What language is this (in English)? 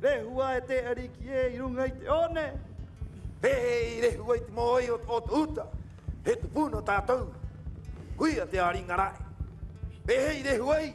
Rapanui